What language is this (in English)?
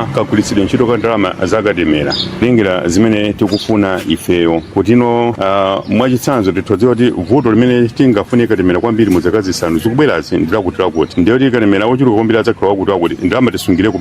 Nyanja